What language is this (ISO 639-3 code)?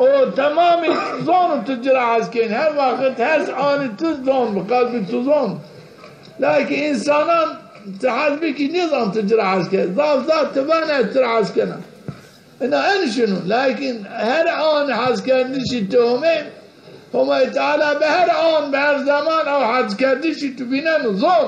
zza